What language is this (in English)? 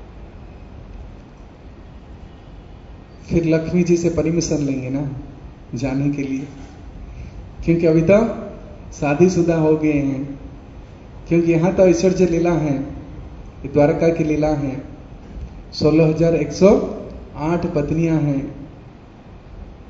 Hindi